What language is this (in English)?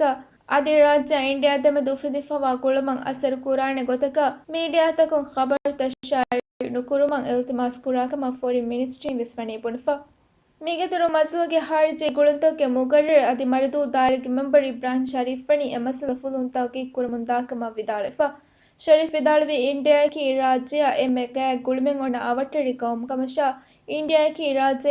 Divehi